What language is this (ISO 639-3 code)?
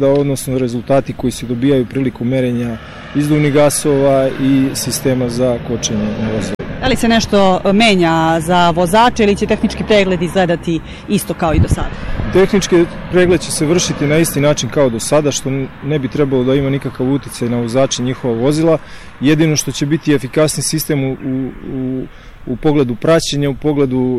srp